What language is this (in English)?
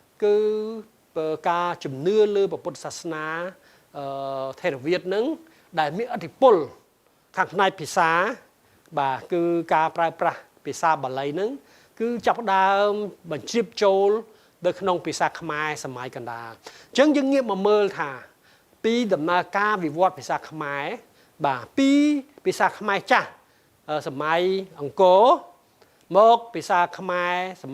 Khmer